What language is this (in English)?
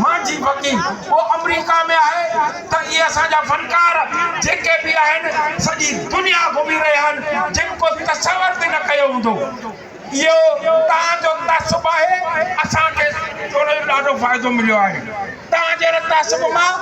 Sindhi